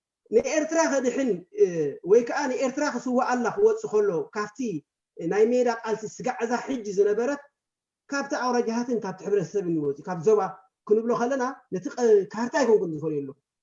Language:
Tigrinya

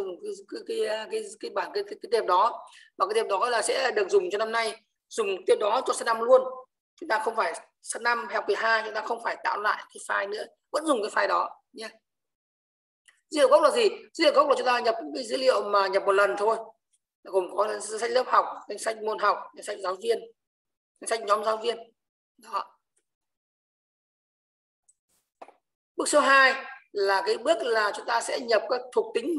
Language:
Vietnamese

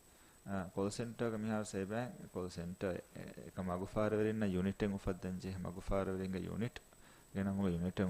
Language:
Divehi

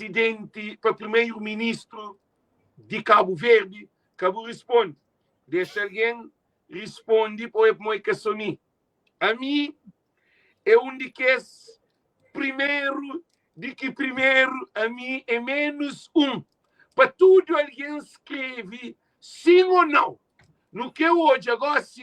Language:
Kabuverdianu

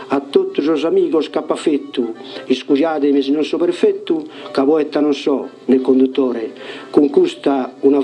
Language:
Sardinian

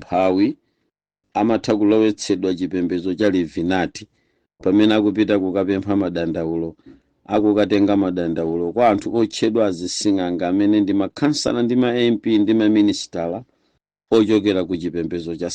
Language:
Nyanja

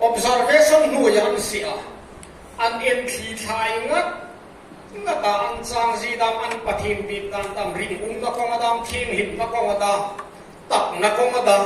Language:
Hmar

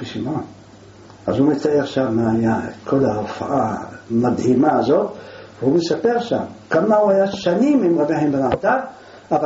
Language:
Hebrew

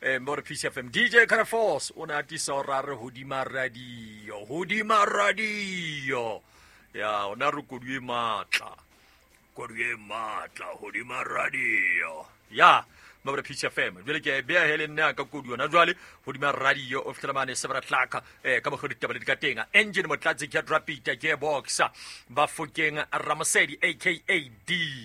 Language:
Southern Sotho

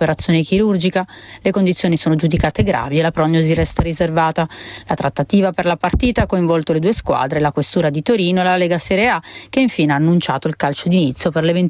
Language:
Italian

